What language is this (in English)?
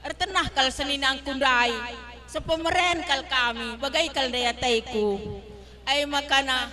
Batak Karo